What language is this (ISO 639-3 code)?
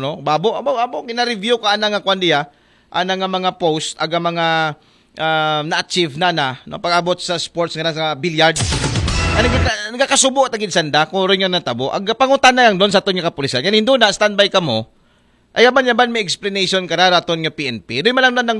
akl